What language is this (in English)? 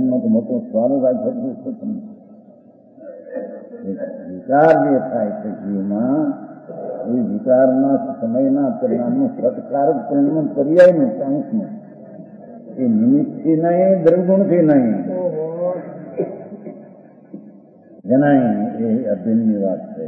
Gujarati